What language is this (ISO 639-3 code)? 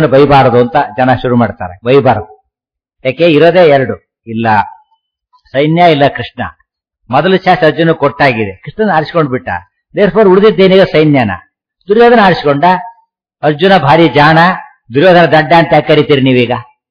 kan